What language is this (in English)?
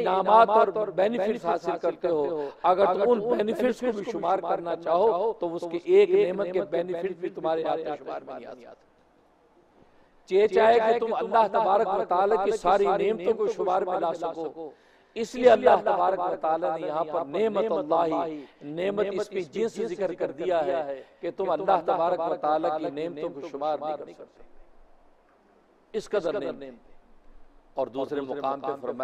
Urdu